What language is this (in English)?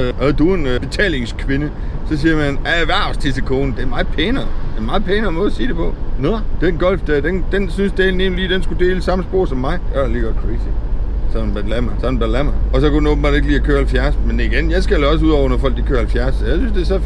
Danish